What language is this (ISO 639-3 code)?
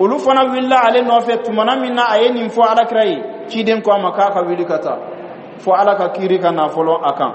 bam